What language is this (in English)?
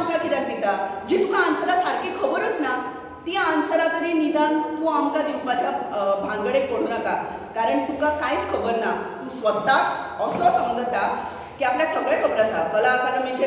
Konkani